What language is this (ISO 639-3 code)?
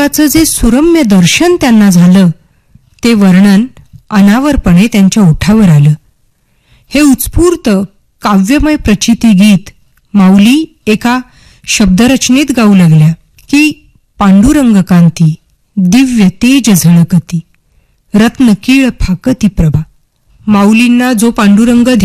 mar